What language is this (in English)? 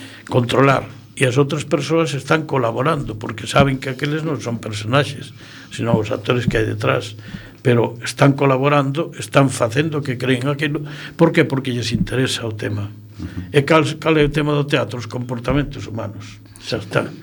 Galician